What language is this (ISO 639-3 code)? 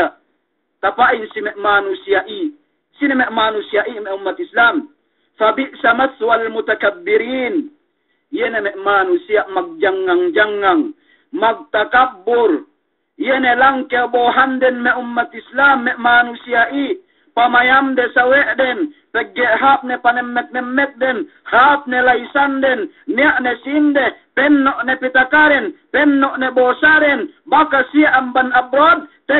yka